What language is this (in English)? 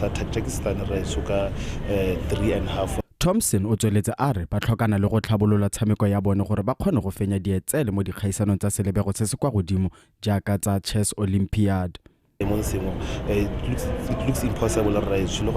Tswana